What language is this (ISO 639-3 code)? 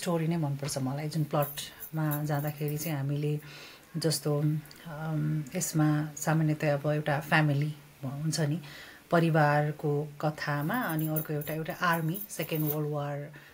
nep